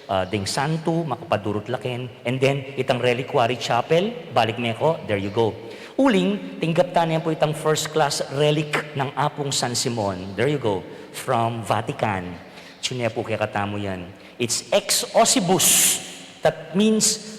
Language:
Pampanga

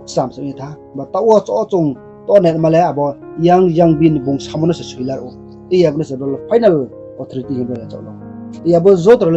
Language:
Riang (India)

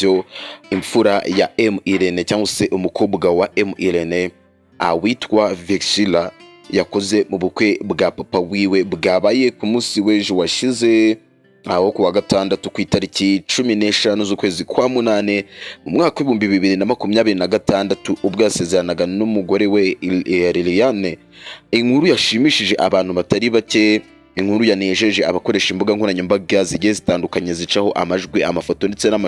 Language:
Kinyarwanda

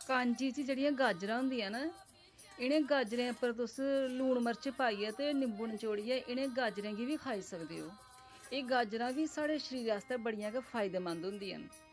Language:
Dogri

